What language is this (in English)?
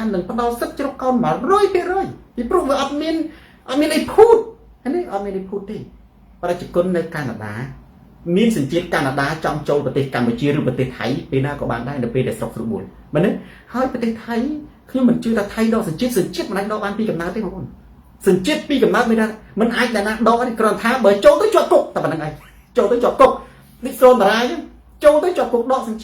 Khmer